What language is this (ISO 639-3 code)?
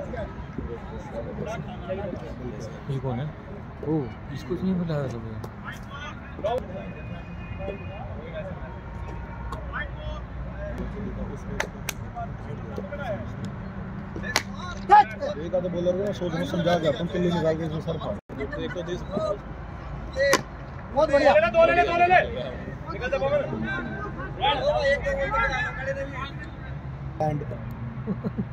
hin